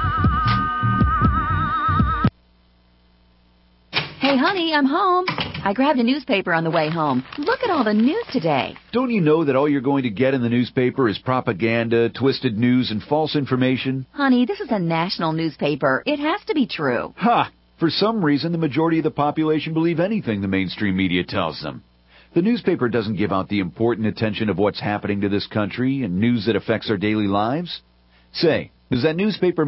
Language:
English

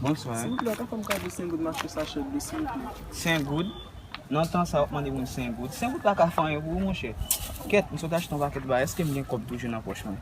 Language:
Haitian Creole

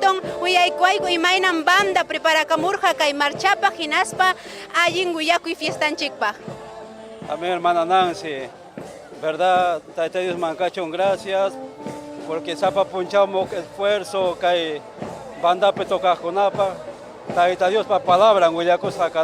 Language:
Ayacucho Quechua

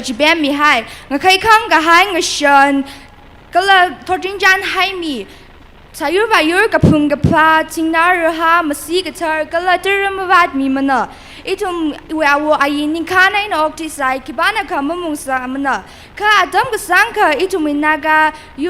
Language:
Tangkhul Naga (India)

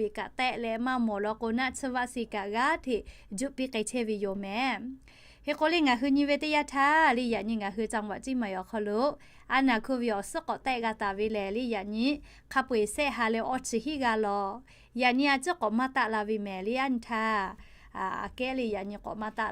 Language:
Lahu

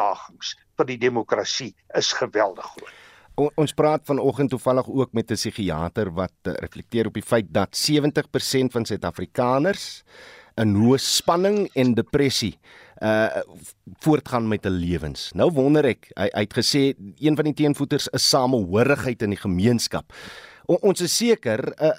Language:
Afrikaans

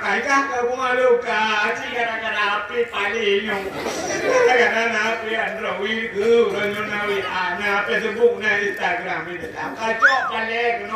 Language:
Achinese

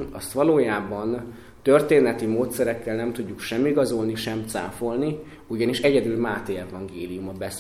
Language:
Hungarian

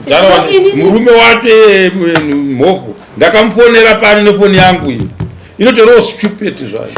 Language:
Shona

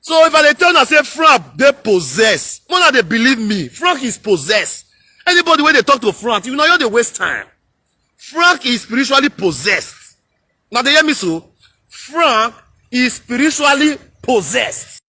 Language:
Nigerian Pidgin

